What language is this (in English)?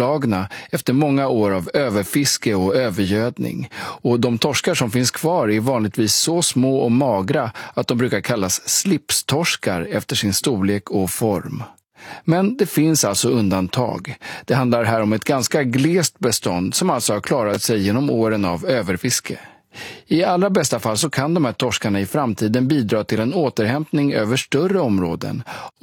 Swedish